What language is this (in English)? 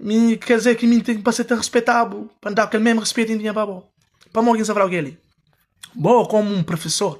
Kabuverdianu